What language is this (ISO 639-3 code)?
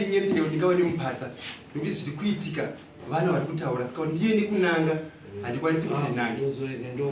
sna